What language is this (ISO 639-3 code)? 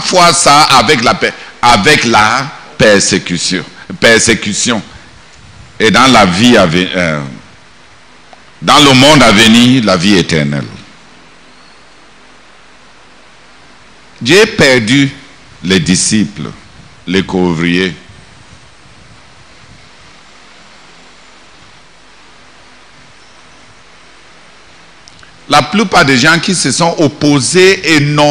fra